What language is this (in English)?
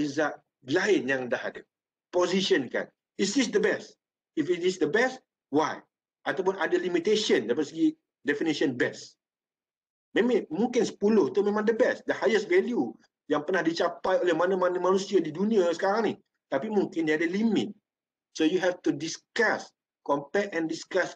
Malay